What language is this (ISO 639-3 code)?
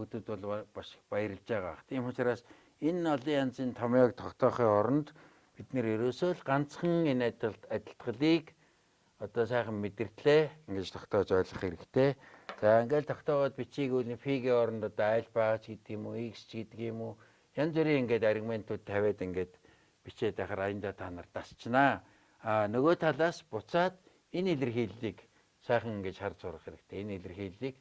mon